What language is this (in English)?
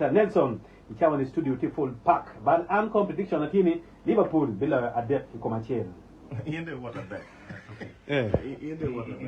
Acoli